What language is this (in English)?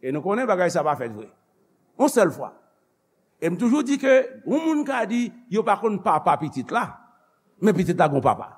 Haitian Creole